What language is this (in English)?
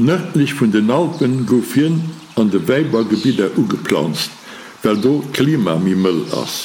Luxembourgish